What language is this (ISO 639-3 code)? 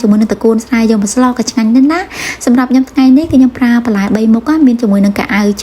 khm